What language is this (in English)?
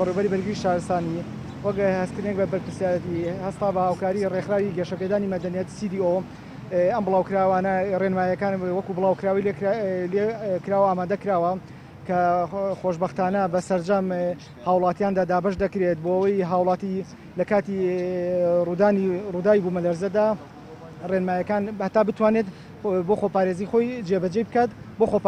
Central Kurdish